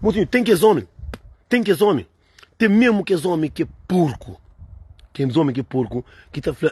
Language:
Kabuverdianu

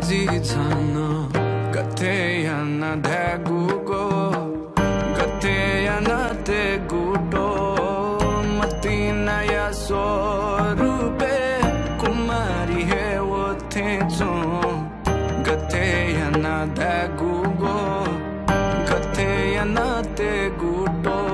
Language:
Newari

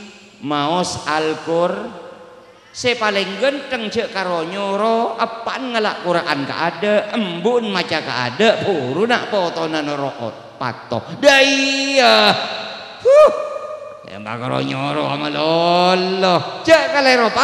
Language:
Madurese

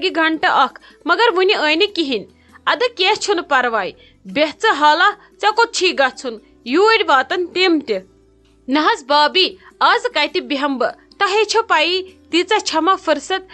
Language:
Kashmiri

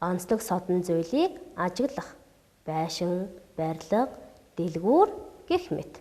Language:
Mongolian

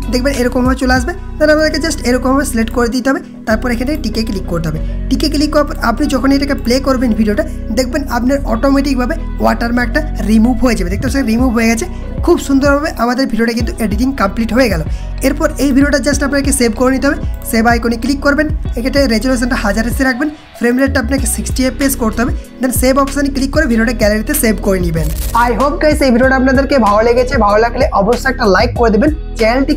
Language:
Bangla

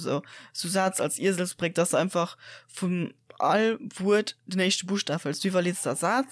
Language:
Luxembourgish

